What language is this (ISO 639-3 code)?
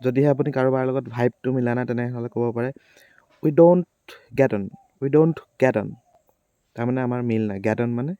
asm